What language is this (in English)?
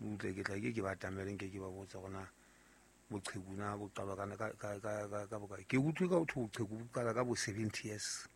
Southern Sotho